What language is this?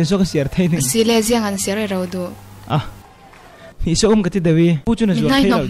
Falam Chin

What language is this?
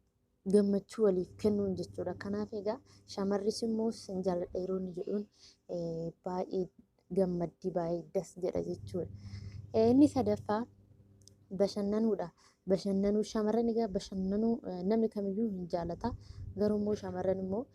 Oromo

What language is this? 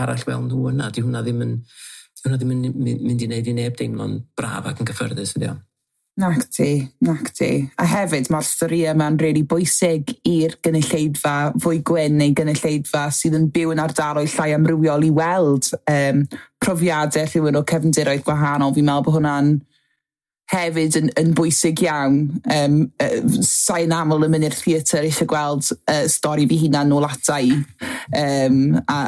Welsh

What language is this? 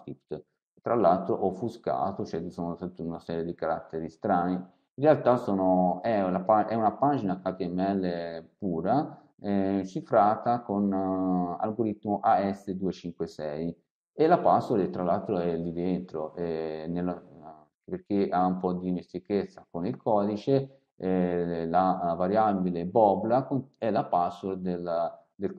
Italian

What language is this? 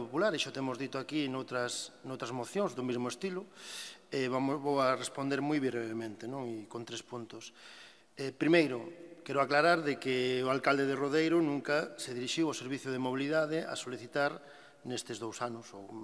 Galician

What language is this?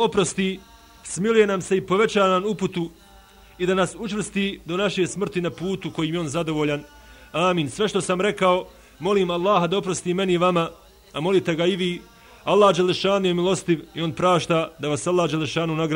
Bosnian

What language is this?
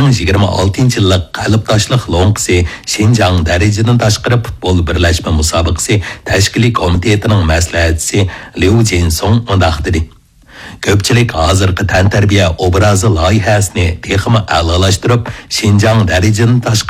Uyghur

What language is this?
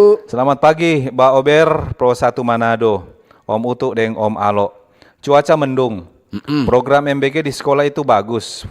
Manado Malay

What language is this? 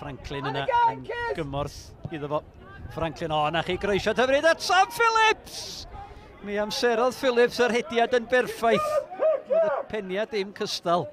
Welsh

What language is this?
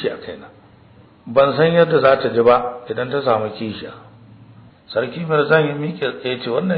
Hausa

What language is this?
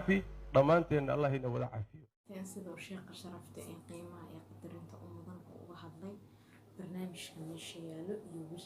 Somali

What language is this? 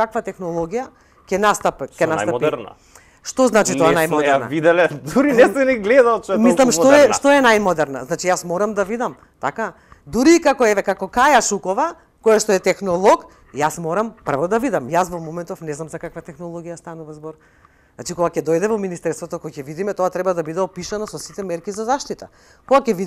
Macedonian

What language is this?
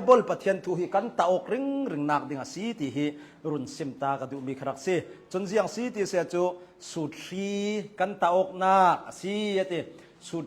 Hakha Chin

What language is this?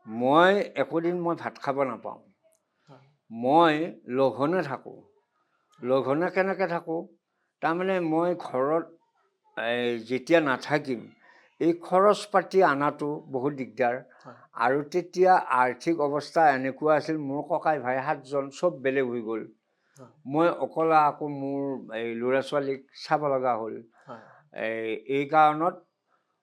Assamese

